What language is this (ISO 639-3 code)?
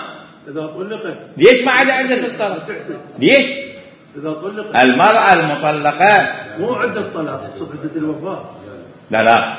acm